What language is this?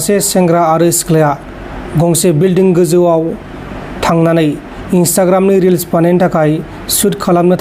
Bodo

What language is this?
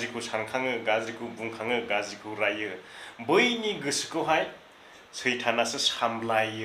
Bodo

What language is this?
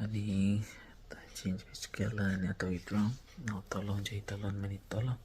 Konkani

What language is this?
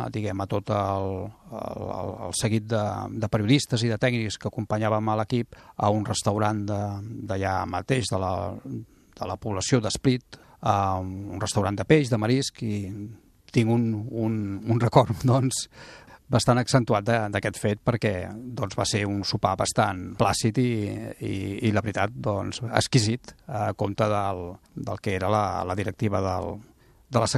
Catalan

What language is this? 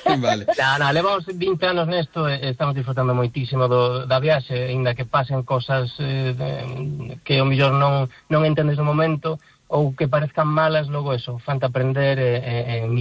Galician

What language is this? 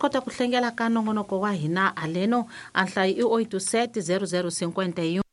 Tsonga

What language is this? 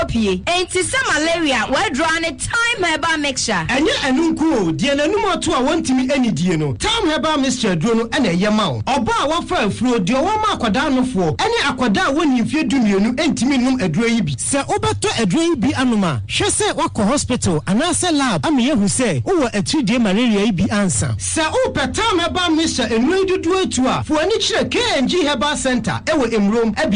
Akan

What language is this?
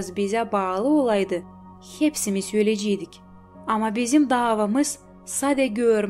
Gagauz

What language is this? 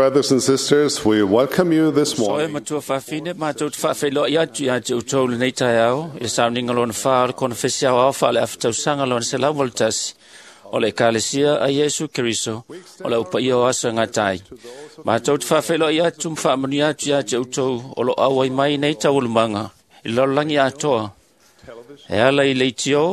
Samoan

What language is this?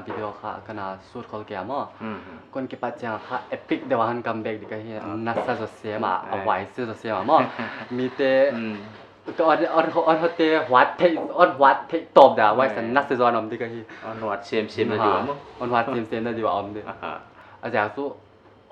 Paite Chin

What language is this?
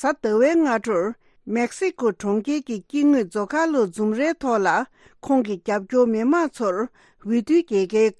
Tibetan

